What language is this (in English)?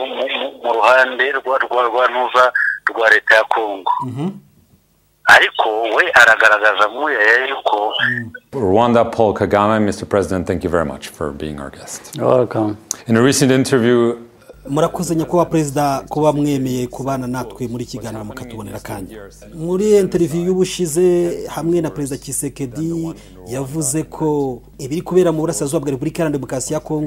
Kinyarwanda